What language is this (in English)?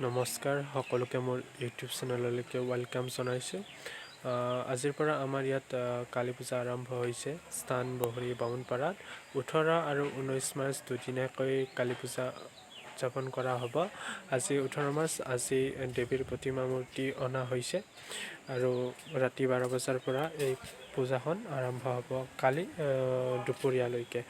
Assamese